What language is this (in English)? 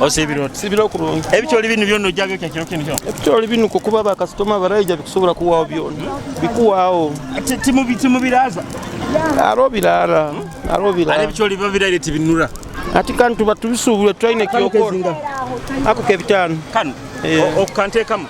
Nyoro